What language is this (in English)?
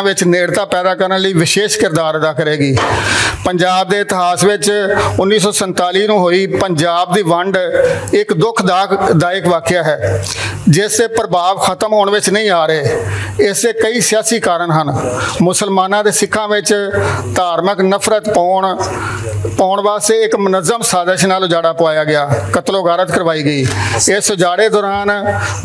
Western Panjabi